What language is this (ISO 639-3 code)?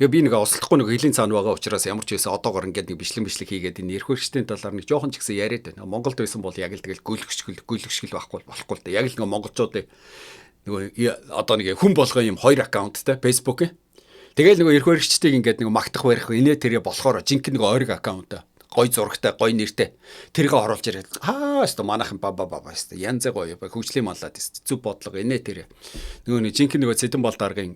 mon